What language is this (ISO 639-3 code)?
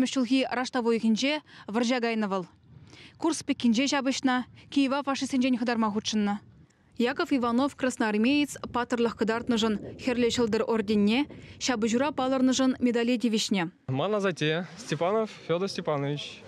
chv